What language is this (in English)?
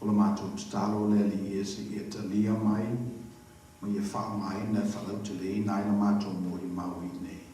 Samoan